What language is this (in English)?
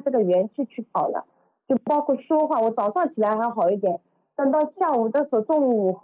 Chinese